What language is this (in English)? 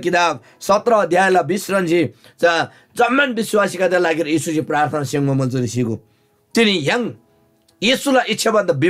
Eastern Tamang